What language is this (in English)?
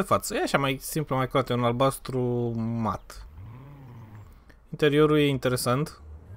Romanian